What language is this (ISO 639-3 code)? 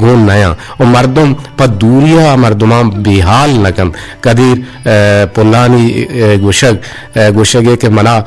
bgp